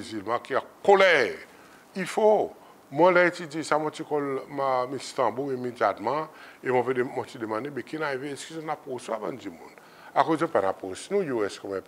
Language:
Seselwa Creole French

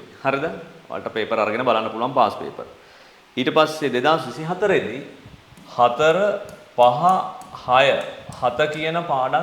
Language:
Sinhala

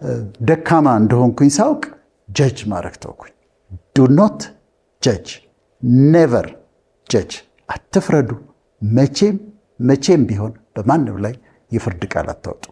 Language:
Amharic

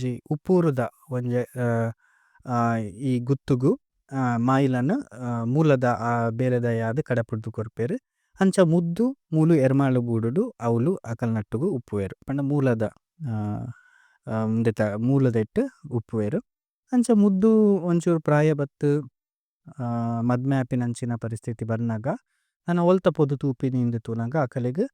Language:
Tulu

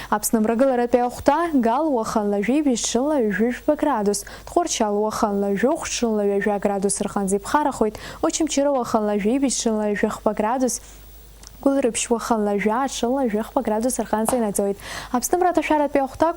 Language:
Abkhazian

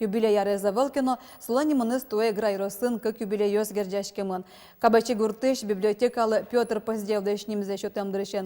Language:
Udmurt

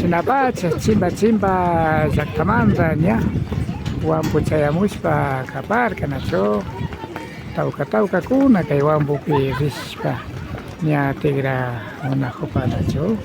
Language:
Imbabura Highland Quichua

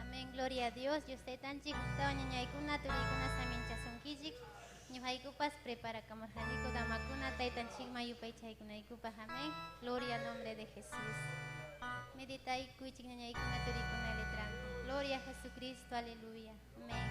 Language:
Ayacucho Quechua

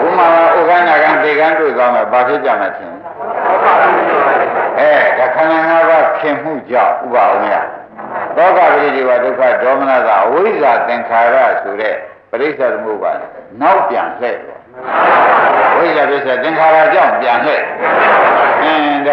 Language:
Burmese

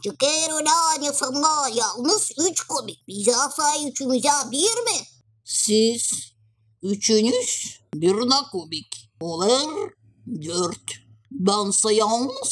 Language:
Gagauz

